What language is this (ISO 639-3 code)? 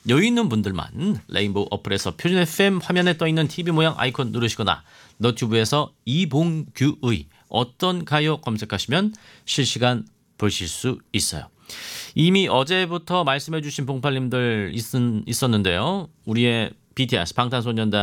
kor